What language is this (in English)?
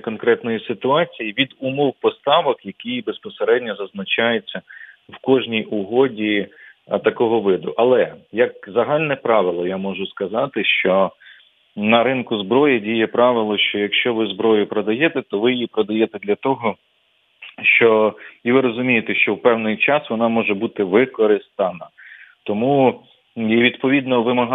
Ukrainian